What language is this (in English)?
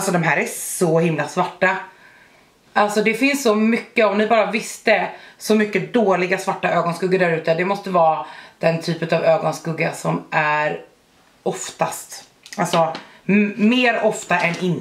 Swedish